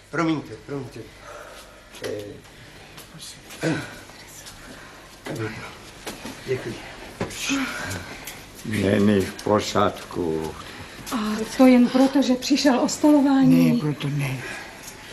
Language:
Czech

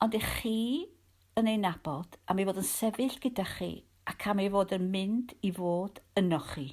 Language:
Welsh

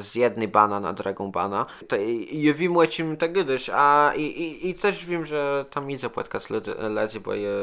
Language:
Kashubian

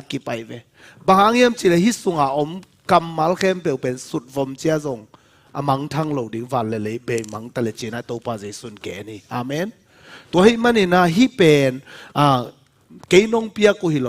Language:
Tedim Chin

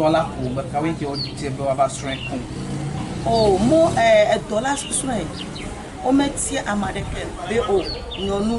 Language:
Ewe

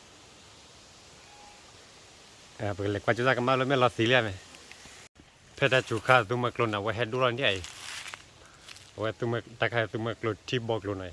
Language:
S'gaw Karen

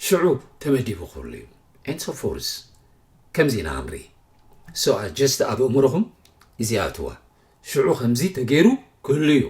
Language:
Tigrinya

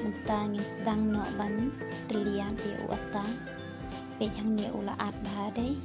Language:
Khasi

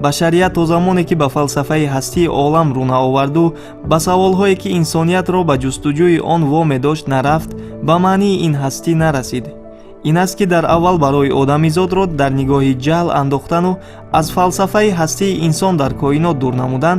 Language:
Tajik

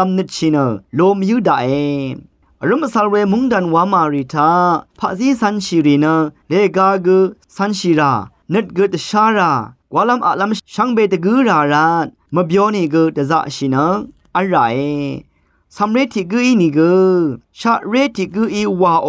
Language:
Rawang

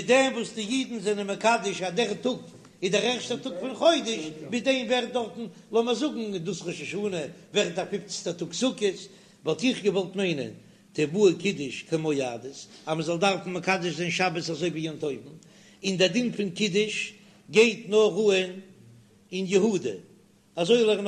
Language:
Yiddish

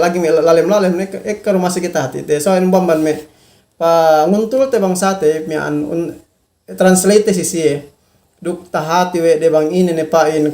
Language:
Yakan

